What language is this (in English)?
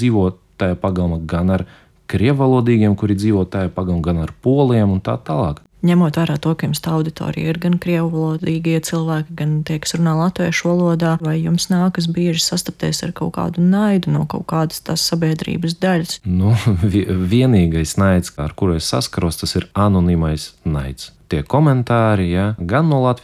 Latvian